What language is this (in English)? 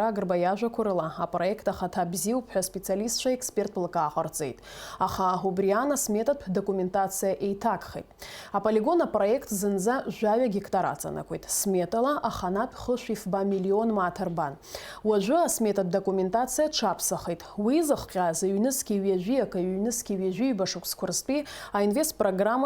Abkhazian